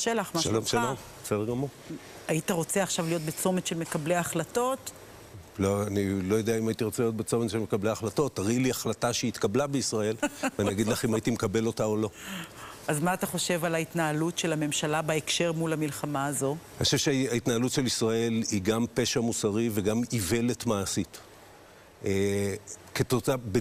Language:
Hebrew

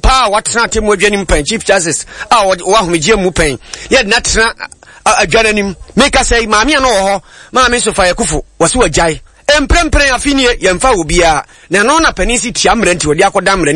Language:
Akan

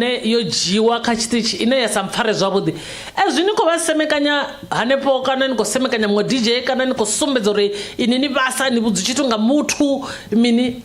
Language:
Venda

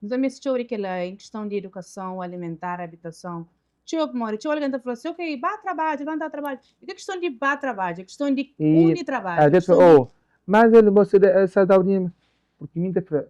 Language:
Kabuverdianu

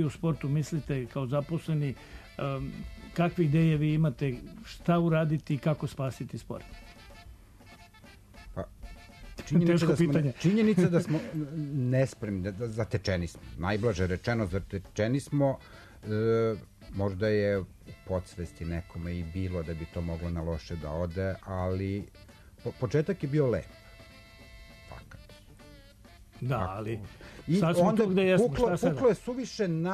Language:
Serbian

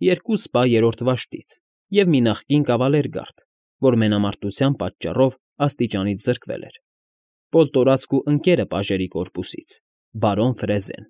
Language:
Armenian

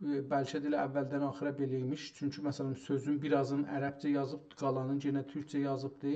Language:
South Azerbaijani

